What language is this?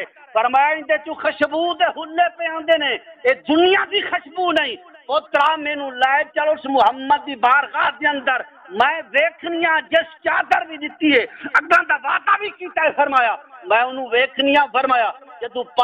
Saraiki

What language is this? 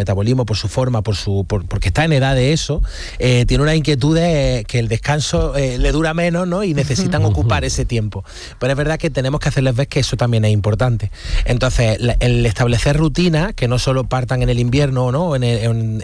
Spanish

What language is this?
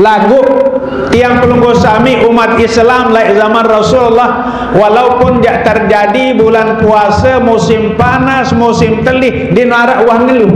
Sasak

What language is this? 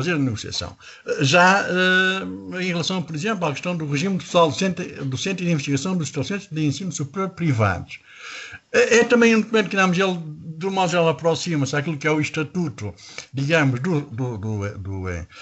Portuguese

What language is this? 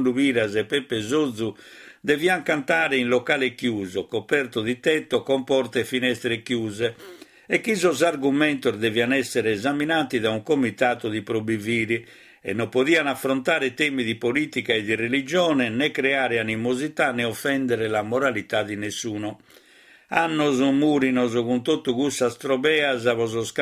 Sardinian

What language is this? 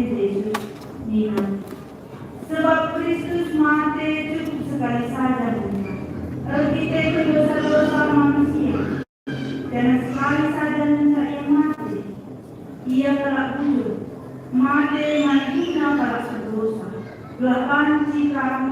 Batak Karo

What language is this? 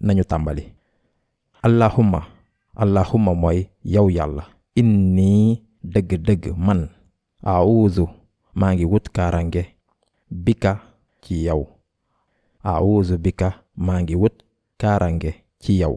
Wolof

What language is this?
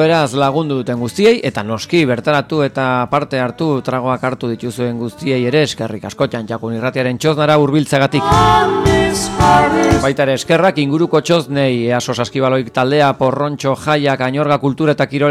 Basque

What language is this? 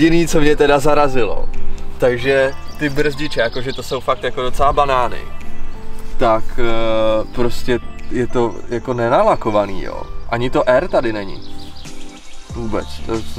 Czech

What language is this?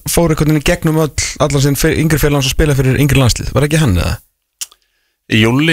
Icelandic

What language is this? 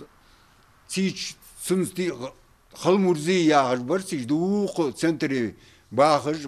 Ingush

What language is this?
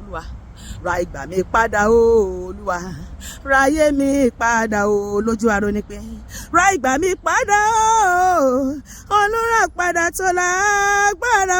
Yoruba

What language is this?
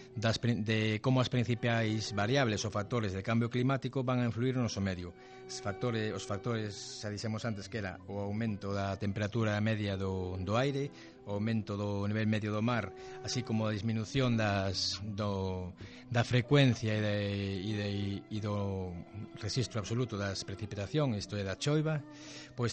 Galician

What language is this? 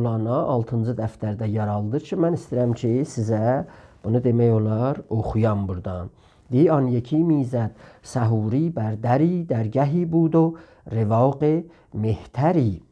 South Azerbaijani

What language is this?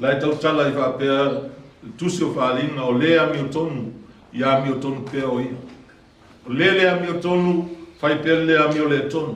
Samoan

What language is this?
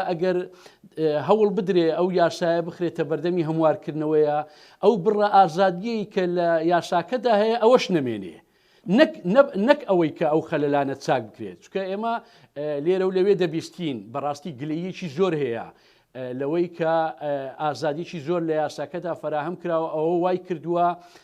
Central Kurdish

